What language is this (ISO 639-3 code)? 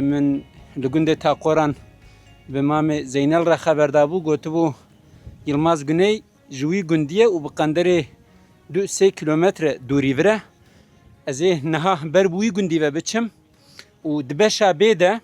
kur